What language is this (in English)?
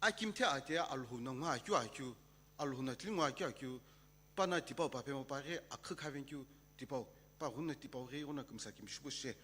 Sumi Naga